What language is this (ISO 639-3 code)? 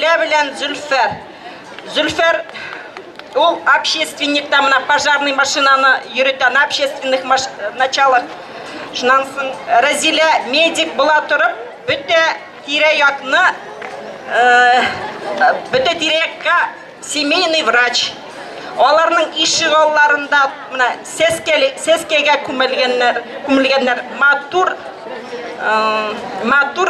bak